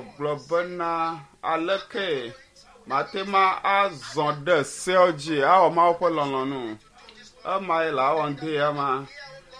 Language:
Ewe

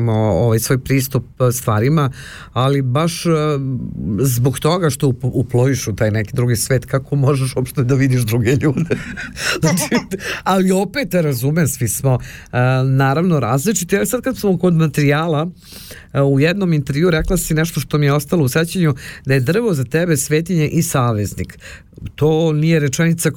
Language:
Serbian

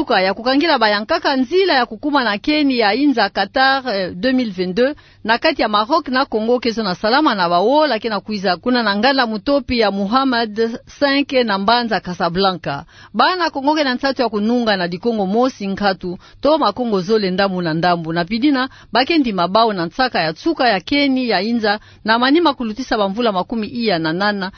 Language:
Kituba (Democratic Republic of Congo)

